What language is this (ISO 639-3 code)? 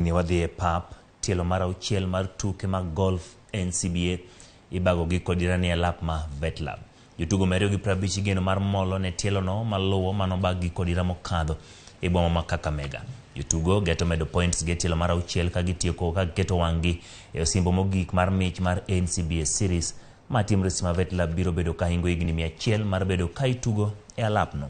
luo